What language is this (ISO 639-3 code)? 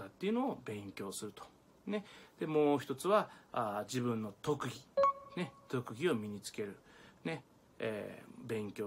jpn